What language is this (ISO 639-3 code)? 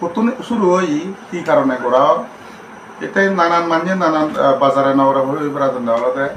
ccp